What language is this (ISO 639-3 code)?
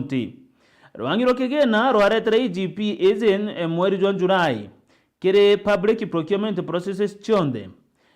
mer